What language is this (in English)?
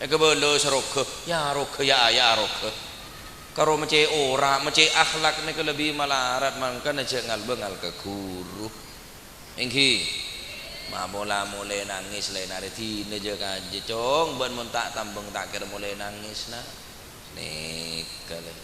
Madurese